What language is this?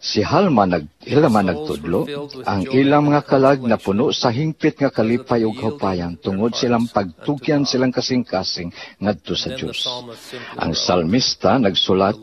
Cebuano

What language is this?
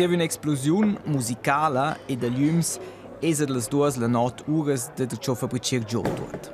Romansh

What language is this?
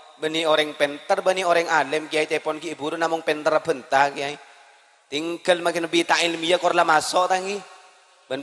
Madurese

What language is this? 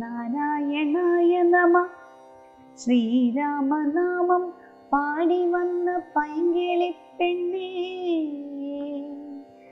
Malayalam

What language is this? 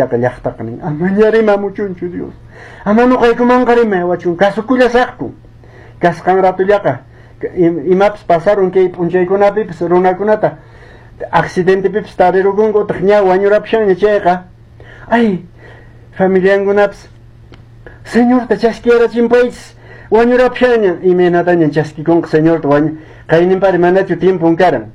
Quechua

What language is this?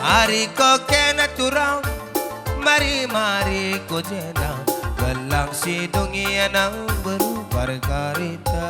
Batak Karo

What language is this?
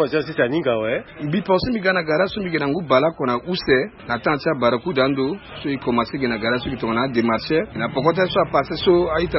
Sango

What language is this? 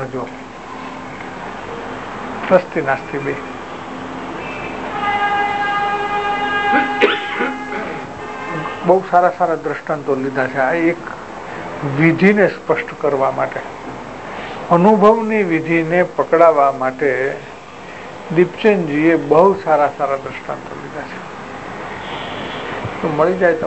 Gujarati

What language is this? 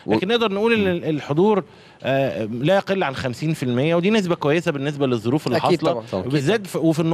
Egyptian Arabic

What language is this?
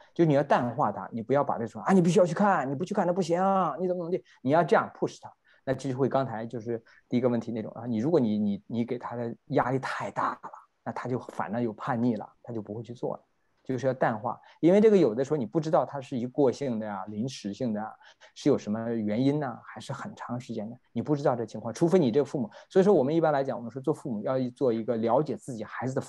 Chinese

